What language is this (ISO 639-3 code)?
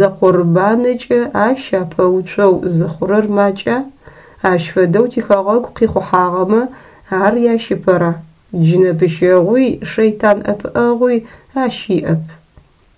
ady